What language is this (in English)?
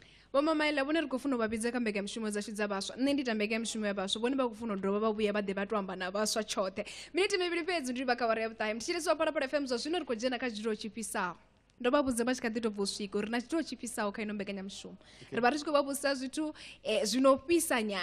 Venda